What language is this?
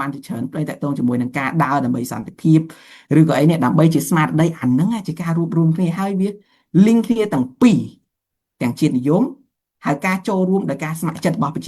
Khmer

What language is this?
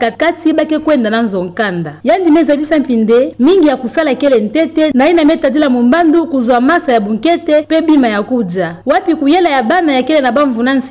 Kituba (Democratic Republic of Congo)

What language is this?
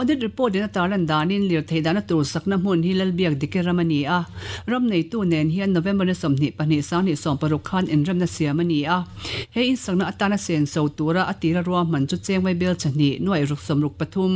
Mizo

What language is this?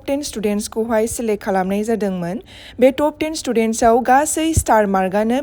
Bodo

